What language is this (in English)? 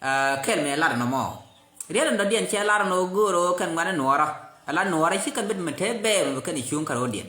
Nuer